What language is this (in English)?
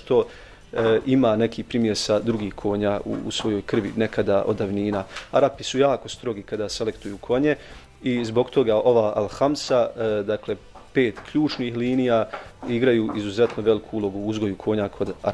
Bosnian